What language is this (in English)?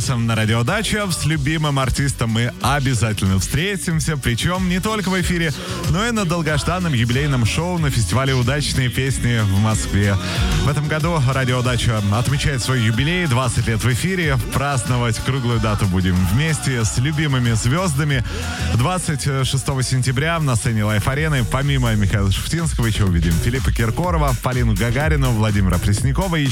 Russian